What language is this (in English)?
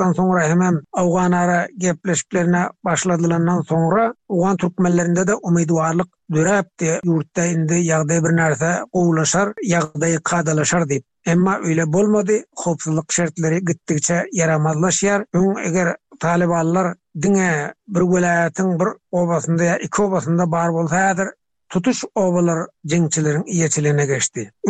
Turkmen